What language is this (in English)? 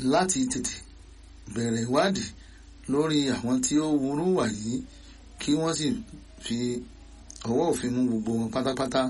Yoruba